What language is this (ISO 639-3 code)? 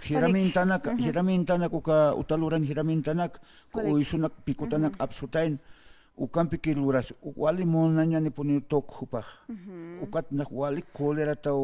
aym